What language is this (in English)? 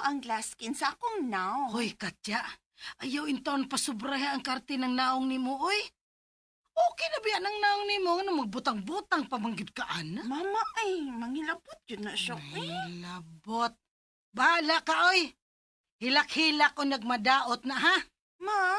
Cebuano